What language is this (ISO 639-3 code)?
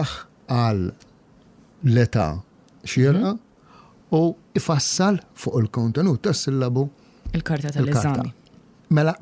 mlt